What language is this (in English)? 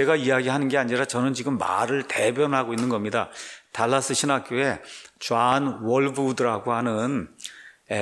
Korean